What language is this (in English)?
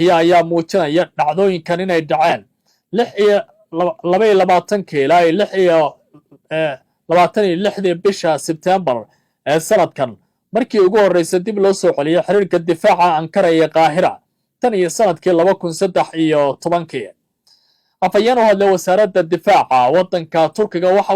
Somali